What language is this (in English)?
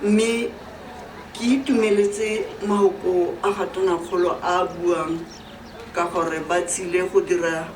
Tswana